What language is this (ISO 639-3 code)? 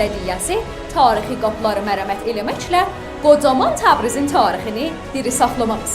azb